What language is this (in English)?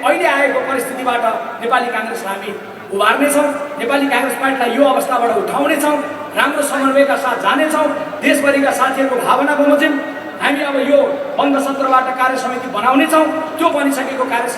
Nepali